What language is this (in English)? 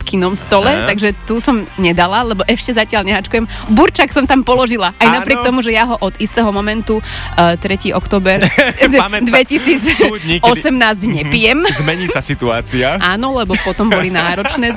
Slovak